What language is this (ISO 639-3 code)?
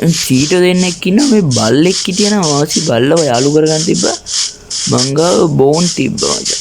sin